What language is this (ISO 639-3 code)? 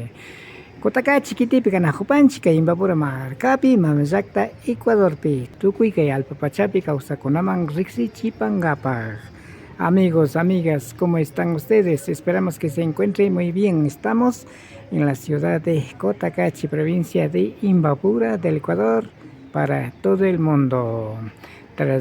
qvi